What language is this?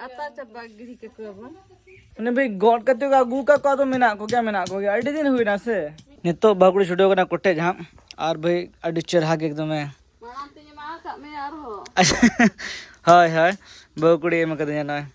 Santali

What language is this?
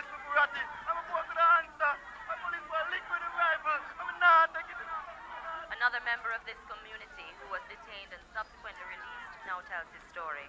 Jamaican Creole English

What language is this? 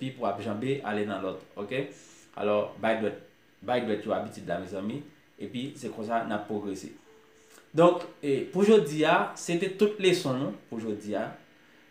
Haitian Creole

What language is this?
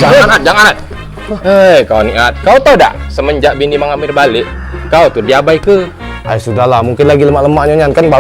Musi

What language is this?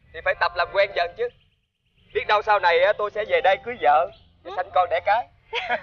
Vietnamese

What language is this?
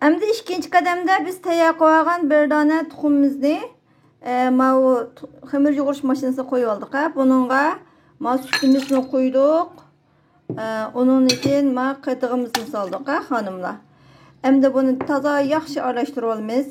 Uyghur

